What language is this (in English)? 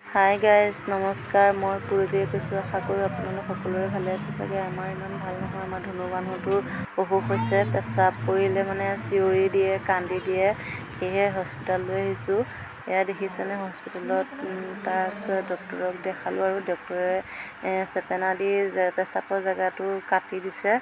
Assamese